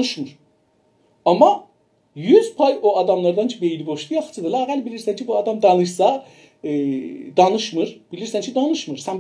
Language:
South Azerbaijani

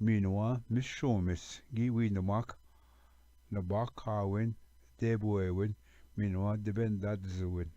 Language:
Ojibwa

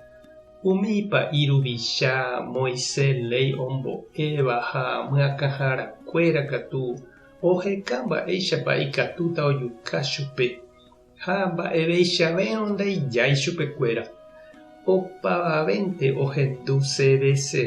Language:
Guarani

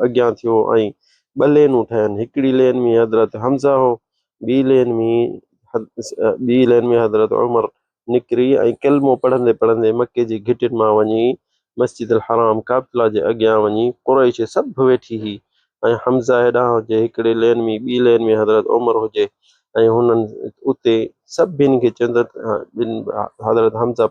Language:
Sindhi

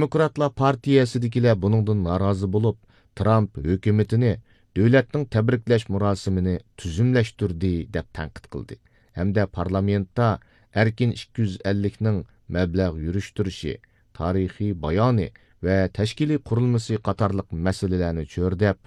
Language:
Uyghur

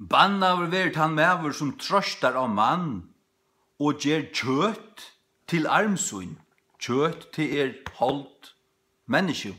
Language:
Faroese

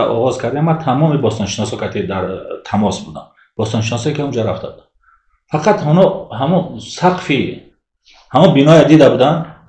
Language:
Tajik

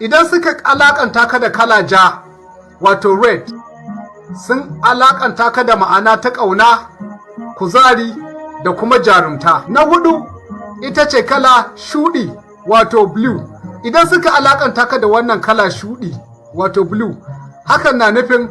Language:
Hausa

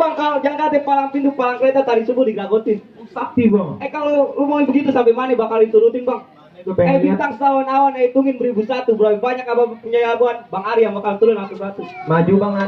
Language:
Betawi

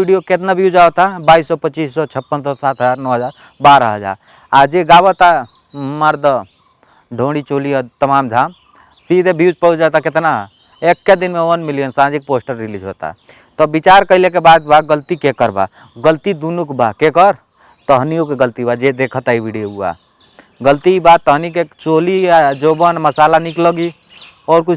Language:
Bhojpuri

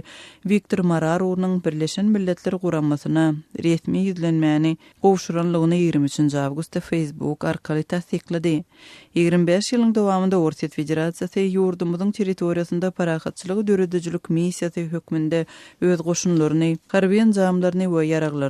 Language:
Turkmen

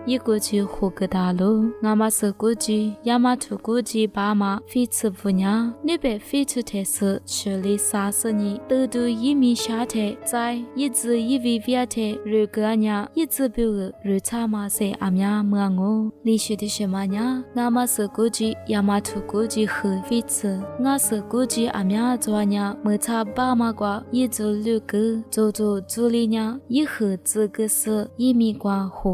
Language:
Lisu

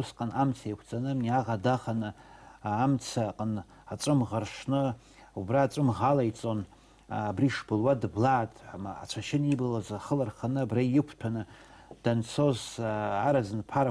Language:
Abkhazian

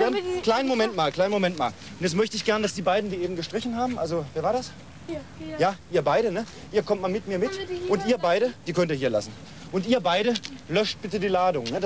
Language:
German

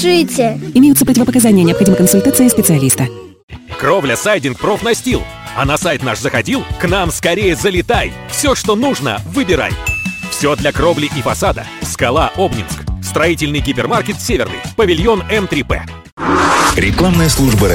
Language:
Russian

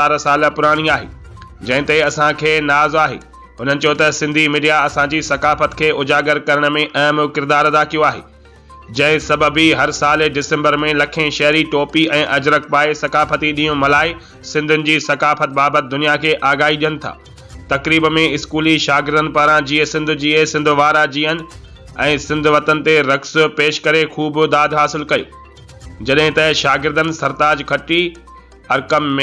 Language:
Sindhi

